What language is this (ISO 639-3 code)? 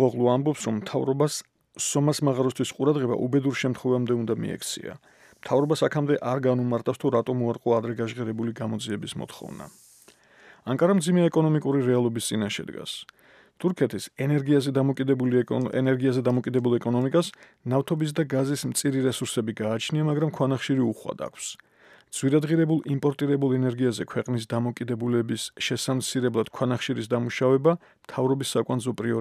kat